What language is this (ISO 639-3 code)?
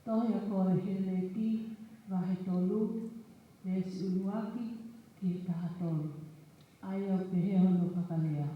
ton